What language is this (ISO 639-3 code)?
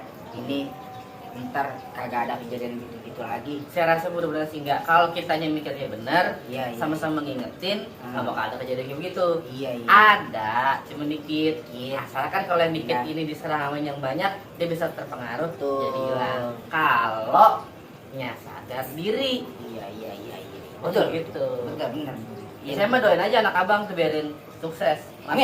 bew